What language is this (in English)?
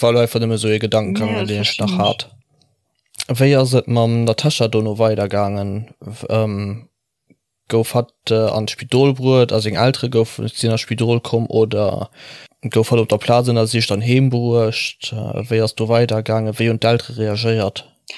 Luxembourgish